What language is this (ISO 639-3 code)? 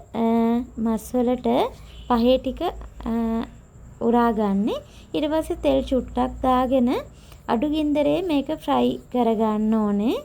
sin